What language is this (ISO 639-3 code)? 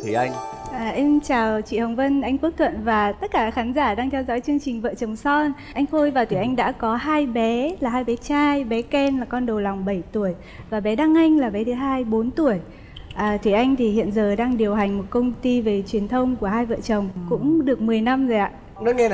vie